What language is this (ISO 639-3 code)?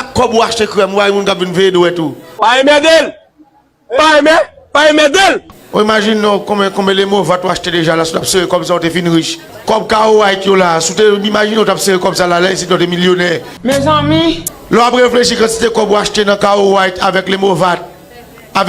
hat